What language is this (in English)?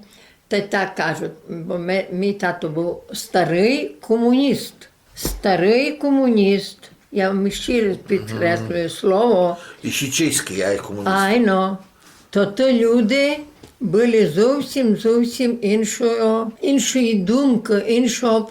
Rusyn